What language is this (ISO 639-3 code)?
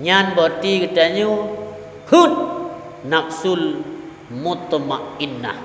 ace